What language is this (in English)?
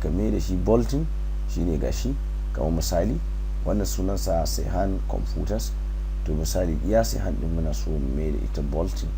Hausa